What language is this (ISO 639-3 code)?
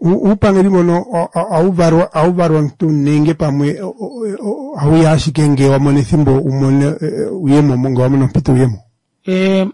kua